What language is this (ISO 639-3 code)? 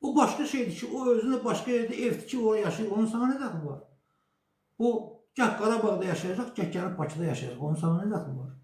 aze